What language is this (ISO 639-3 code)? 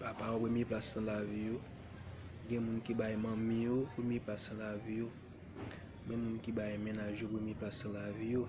hat